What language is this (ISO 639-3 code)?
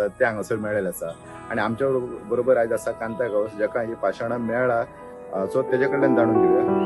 kok